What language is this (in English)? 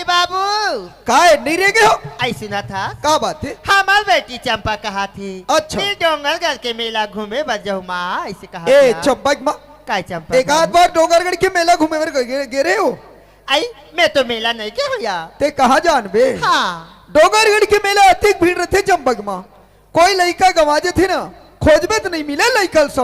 Chhattisgarhi